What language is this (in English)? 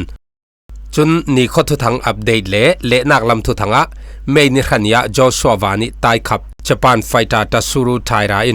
Falam Chin